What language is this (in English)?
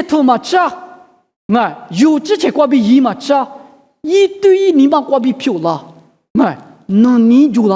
Lisu